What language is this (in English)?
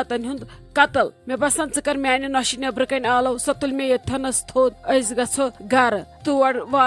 Kashmiri